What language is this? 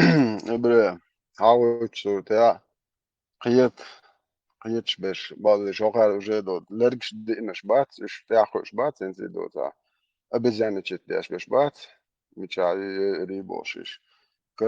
Chechen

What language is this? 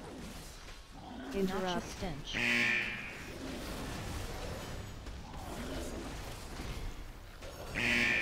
English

